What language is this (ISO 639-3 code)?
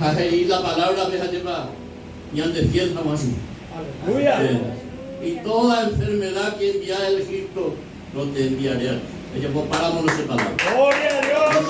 grn